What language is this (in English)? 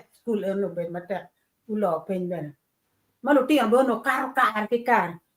Acoli